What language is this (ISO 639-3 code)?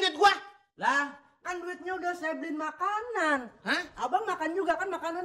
bew